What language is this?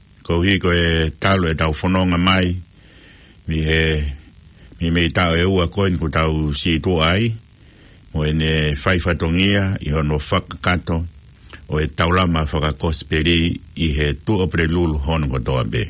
Tongan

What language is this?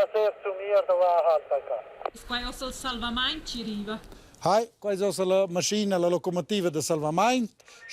Romansh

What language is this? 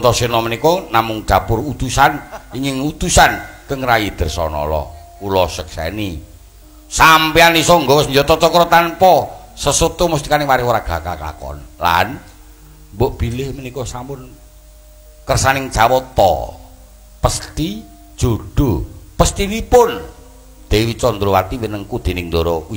Javanese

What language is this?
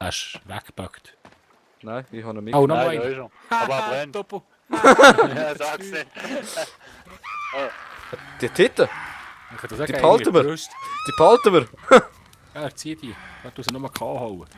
Swiss German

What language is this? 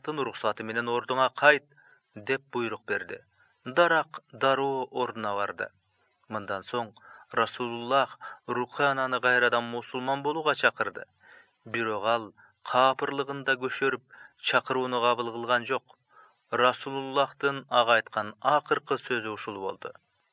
Kyrgyz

